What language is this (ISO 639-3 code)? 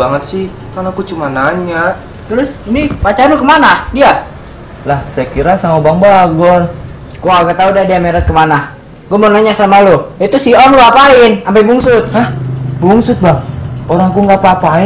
bew